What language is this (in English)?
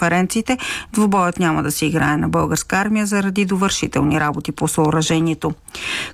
Bulgarian